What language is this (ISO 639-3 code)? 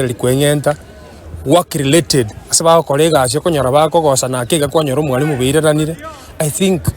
guz